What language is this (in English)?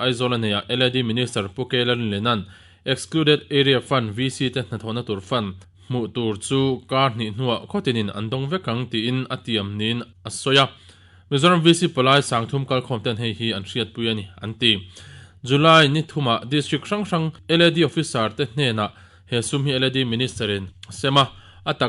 Mizo